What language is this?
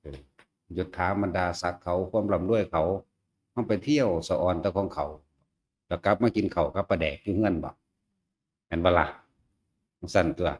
Northeastern Thai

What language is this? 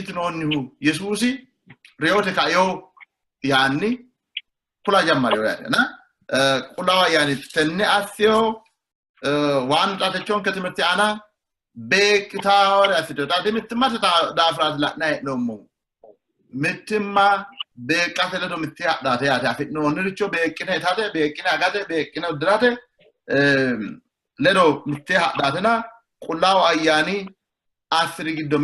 Sidamo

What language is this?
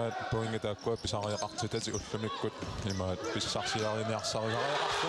Kalaallisut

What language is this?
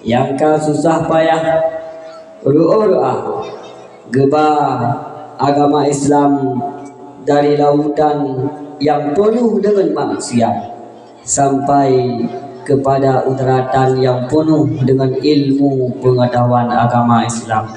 Achinese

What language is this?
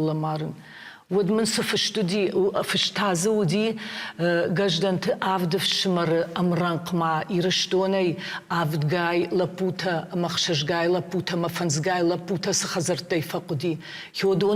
Ossetic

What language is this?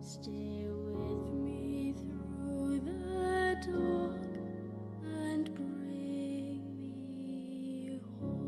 Pampanga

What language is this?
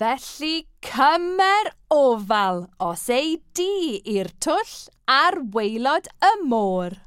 Welsh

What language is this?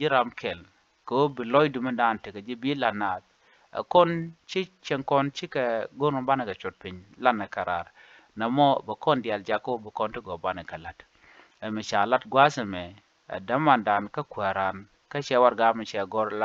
Nuer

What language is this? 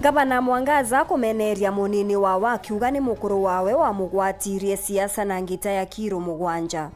Meru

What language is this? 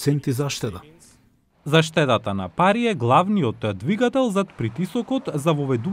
Macedonian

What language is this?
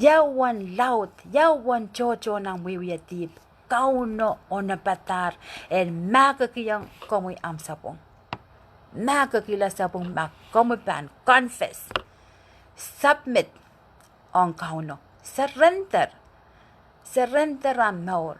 Pohnpeian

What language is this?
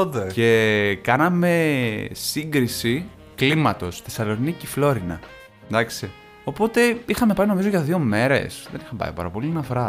Greek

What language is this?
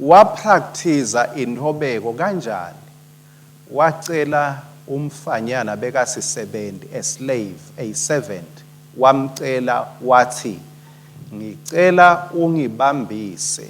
Swati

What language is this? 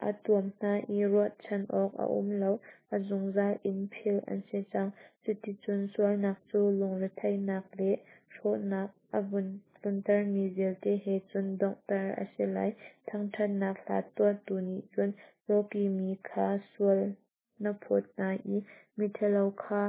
Hakha Chin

